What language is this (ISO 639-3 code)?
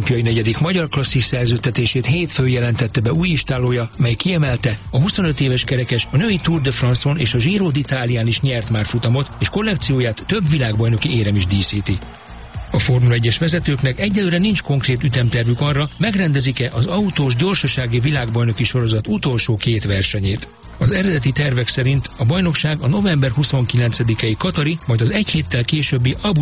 hun